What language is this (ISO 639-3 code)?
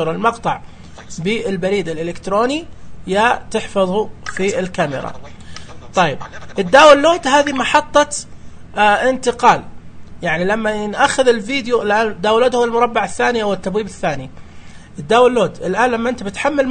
ars